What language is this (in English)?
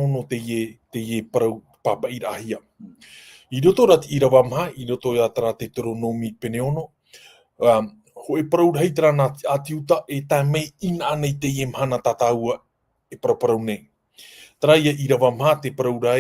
Tahitian